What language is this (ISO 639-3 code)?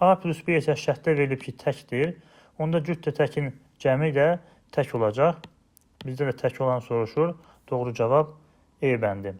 aze